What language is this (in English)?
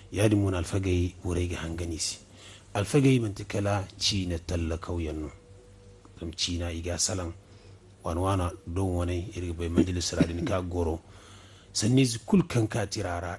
Zarma